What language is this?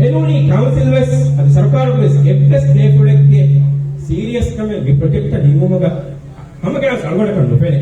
Divehi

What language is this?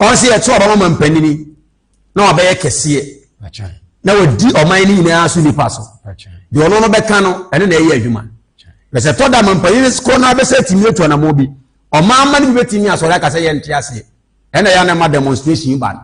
Akan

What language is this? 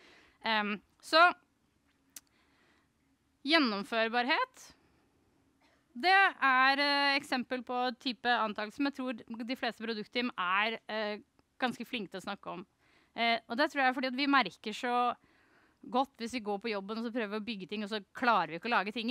Norwegian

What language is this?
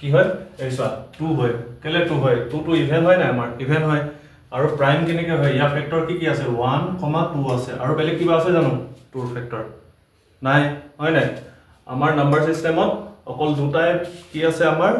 Assamese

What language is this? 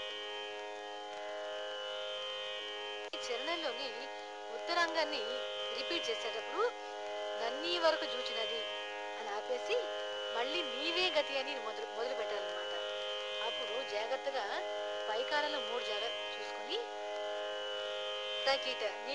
Telugu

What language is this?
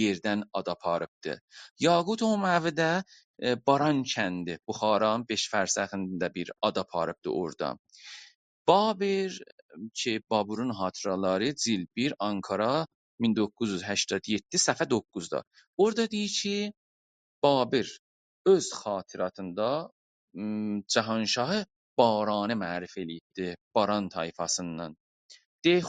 South Azerbaijani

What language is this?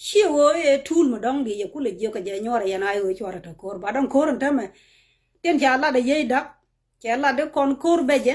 Nuer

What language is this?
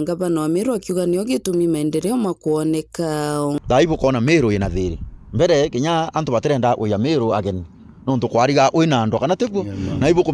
Meru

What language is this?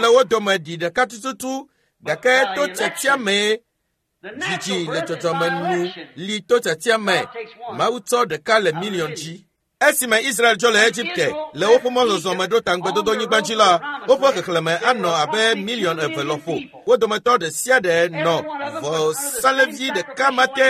Ewe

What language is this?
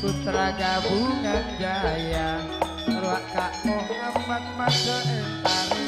Madurese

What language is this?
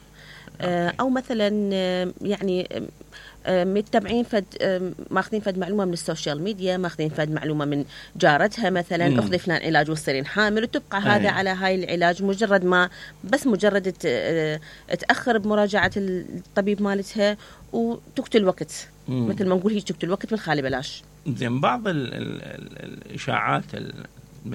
Mesopotamian Arabic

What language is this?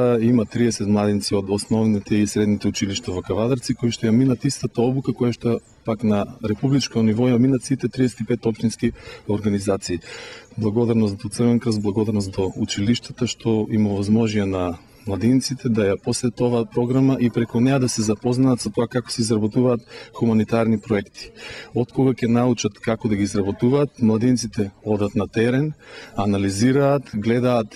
Macedonian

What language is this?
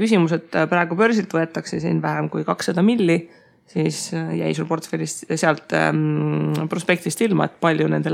Estonian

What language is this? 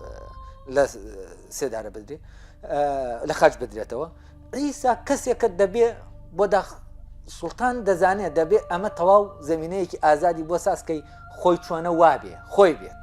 Central Kurdish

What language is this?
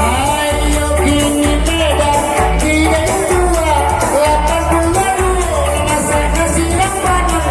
Minangkabau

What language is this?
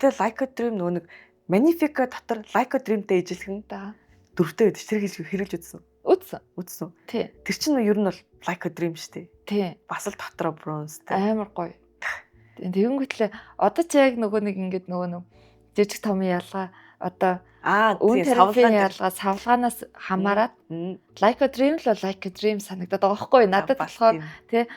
Mongolian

